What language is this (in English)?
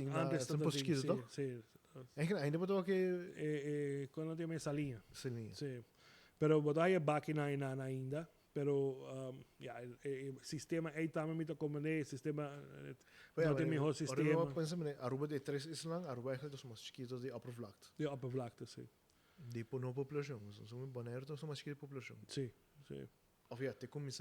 Papiamento